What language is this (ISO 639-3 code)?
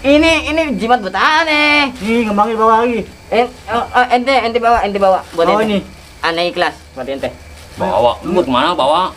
bew